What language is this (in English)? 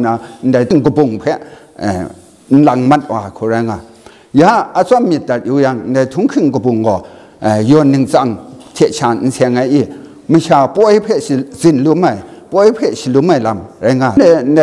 Kachin